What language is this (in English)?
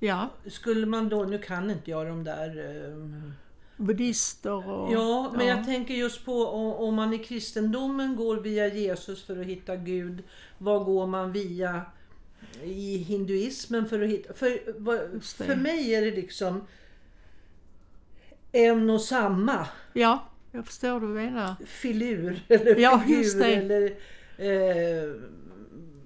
Swedish